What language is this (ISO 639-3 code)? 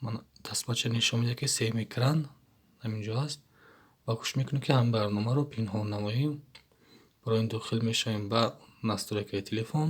tgk